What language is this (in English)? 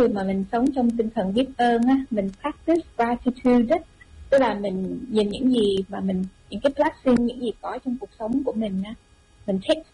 Vietnamese